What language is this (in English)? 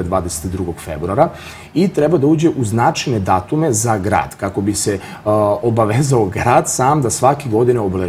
Serbian